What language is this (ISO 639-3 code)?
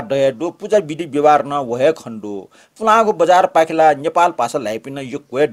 new